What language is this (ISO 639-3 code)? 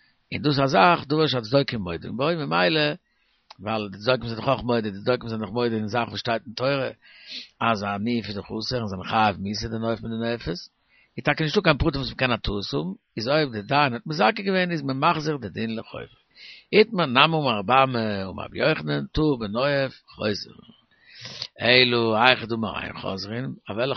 yid